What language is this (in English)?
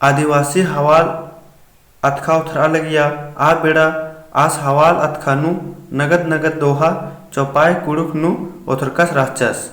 Kurukh